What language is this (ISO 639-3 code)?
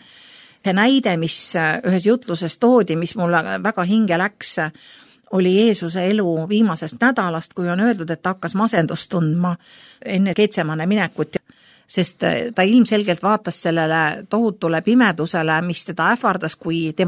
est